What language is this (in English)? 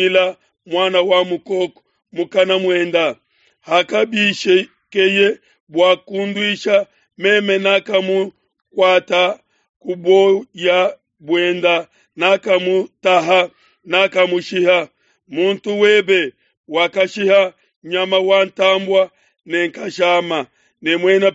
Luba-Lulua